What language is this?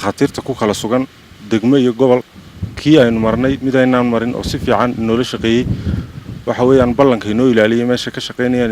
Somali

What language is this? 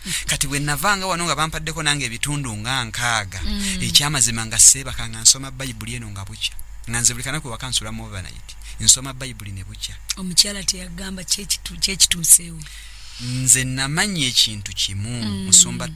Ganda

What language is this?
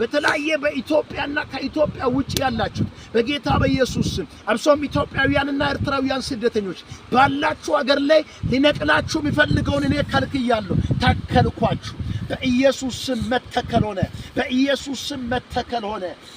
Amharic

